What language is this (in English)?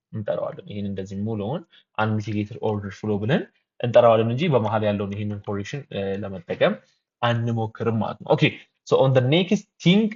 Amharic